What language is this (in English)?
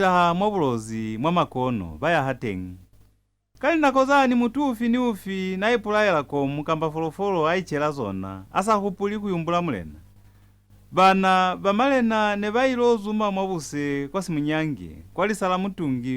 Lozi